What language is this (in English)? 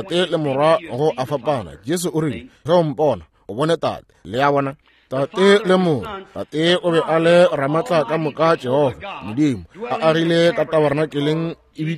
Northern Sotho